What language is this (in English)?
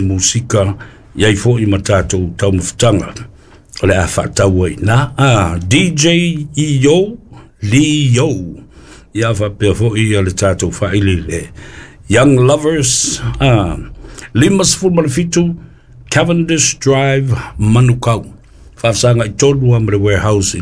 Samoan